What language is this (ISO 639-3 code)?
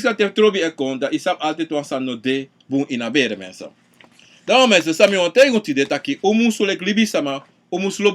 srn